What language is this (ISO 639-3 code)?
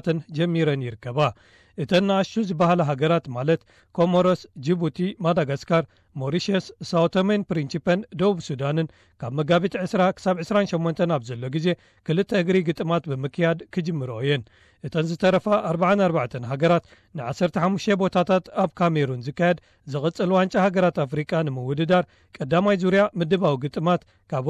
tir